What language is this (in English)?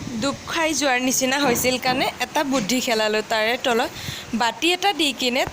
Assamese